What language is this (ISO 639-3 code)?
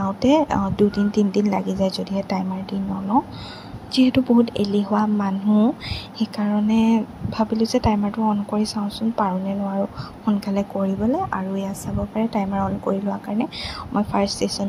asm